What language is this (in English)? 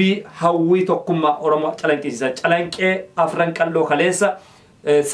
Oromo